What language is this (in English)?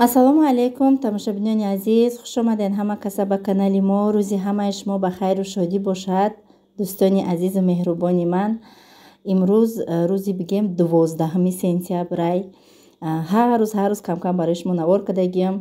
Tajik